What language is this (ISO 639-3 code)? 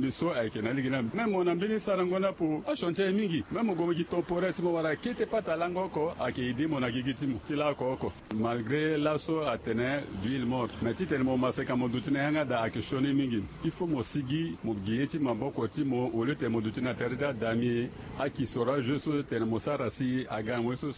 sag